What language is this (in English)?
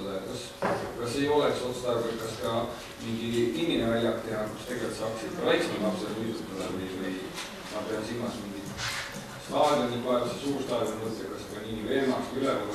Estonian